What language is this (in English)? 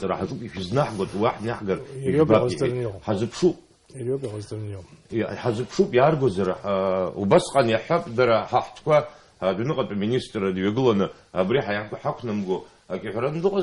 Abkhazian